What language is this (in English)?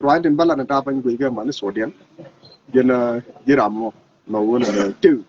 Nuer